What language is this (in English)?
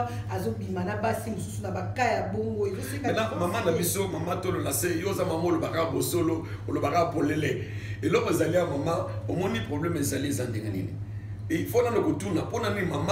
Lingala